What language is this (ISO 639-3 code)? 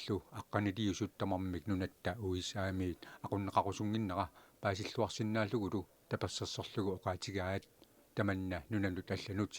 kal